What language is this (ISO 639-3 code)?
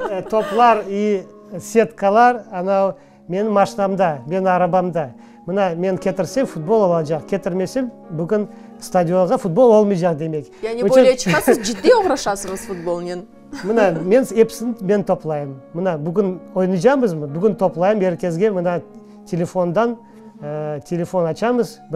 crh